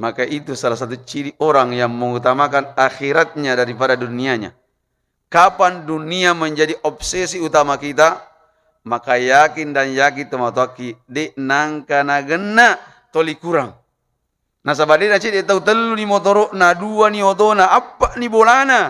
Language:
Buginese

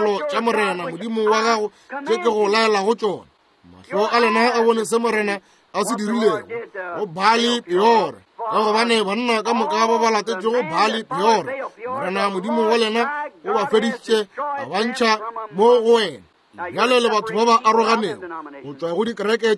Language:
Northern Sotho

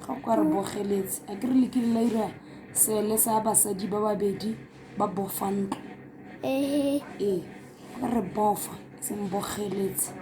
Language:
Tswana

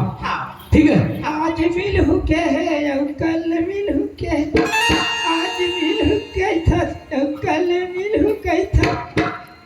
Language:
Chhattisgarhi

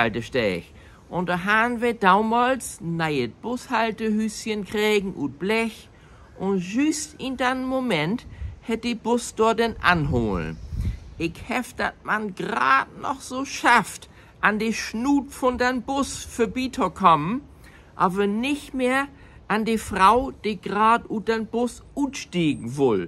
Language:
Low German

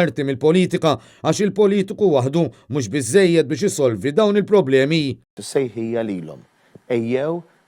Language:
Maltese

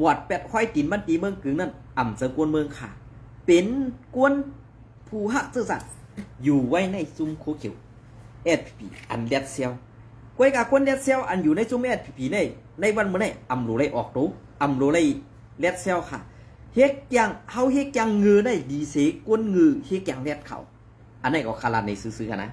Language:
Shan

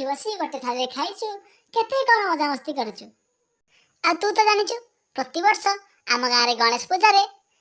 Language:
Odia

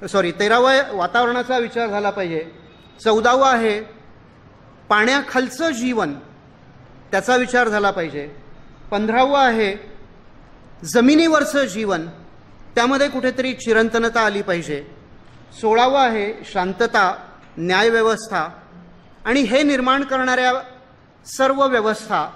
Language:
Marathi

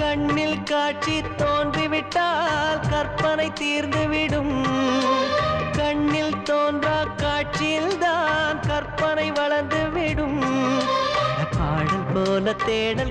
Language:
Tamil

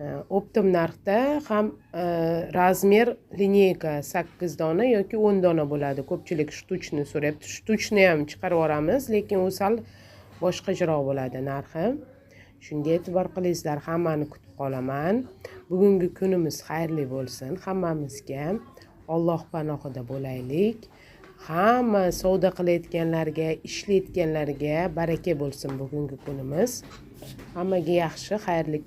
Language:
Uzbek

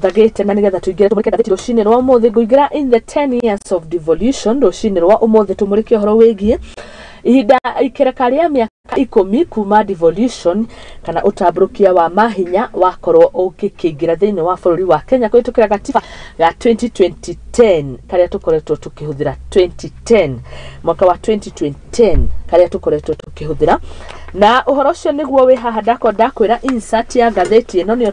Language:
Kikuyu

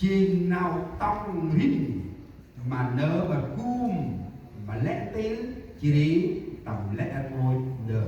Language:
Central Mnong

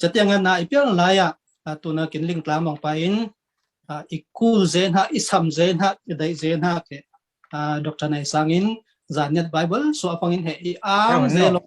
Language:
Falam Chin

